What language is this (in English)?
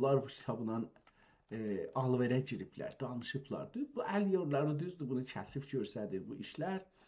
South Azerbaijani